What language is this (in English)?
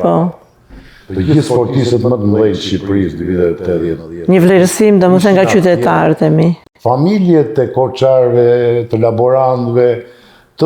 Albanian